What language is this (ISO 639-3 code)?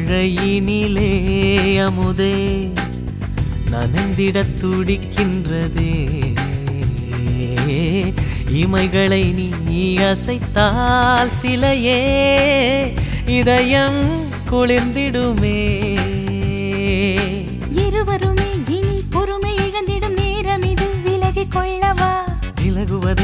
tam